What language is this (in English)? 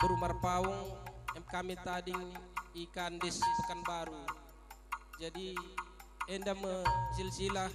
Batak Karo